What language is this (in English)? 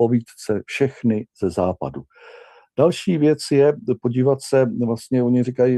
Czech